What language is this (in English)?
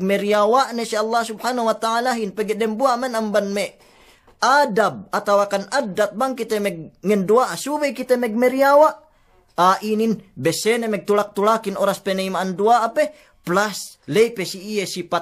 Yakan